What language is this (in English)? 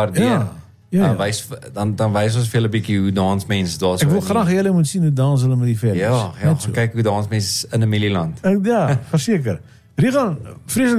Afrikaans